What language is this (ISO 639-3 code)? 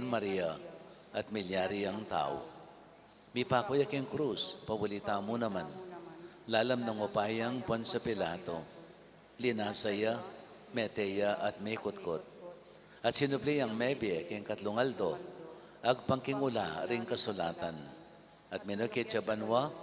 pam